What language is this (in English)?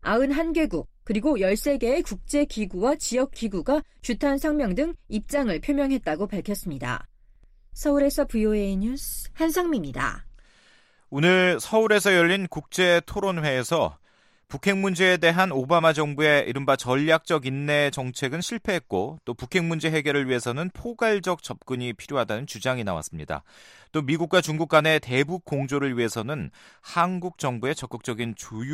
Korean